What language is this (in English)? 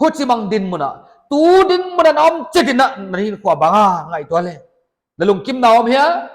Paite Chin